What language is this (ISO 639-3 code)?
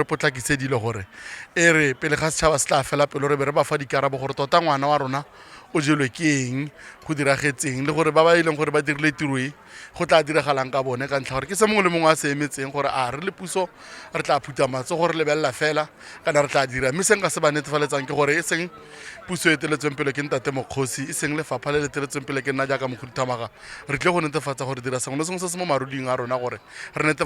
tsn